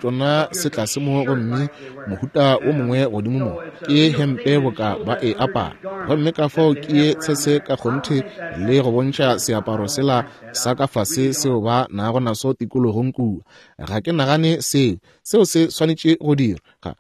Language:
Northern Sotho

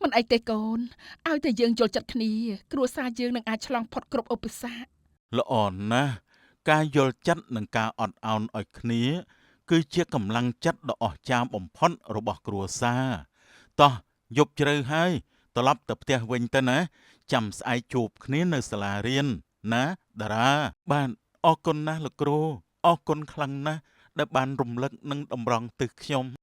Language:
Khmer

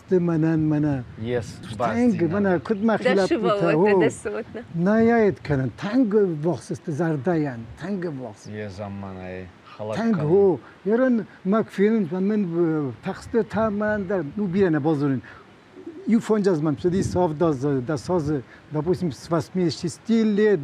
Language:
Ossetic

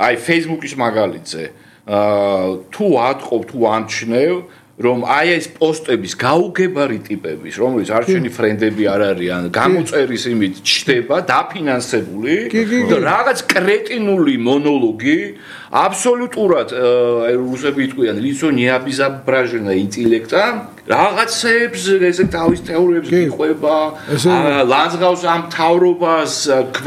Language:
Georgian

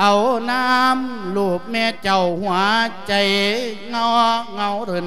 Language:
Lao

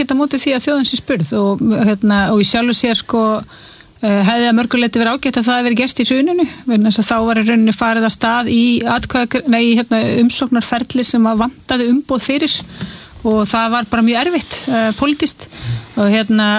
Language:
Icelandic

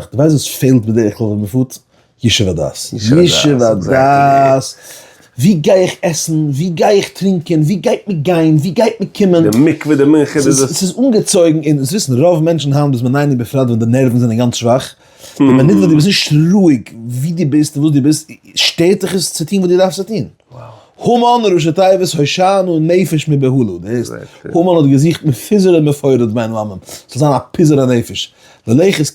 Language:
Yiddish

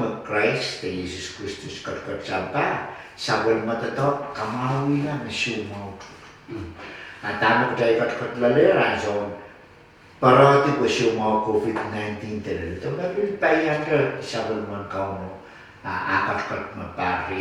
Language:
Pohnpeian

